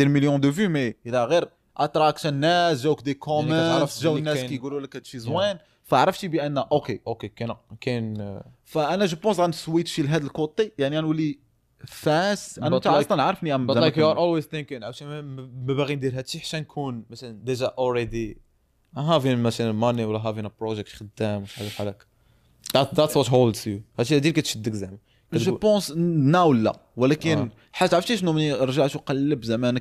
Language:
Moroccan Arabic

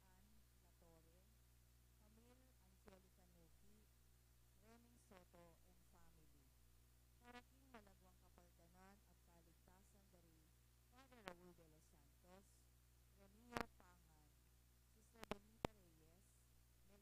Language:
Pampanga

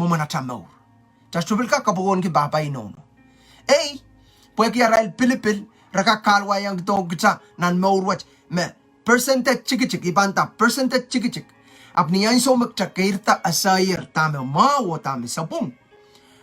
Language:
Pohnpeian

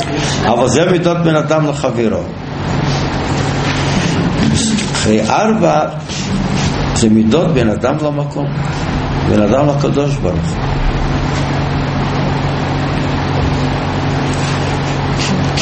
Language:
Hebrew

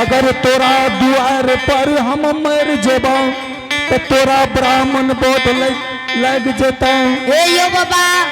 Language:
Angika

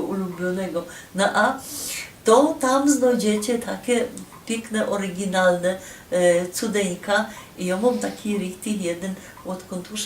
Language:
Silesian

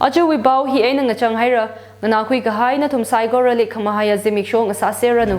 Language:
Tangkhul Naga (India)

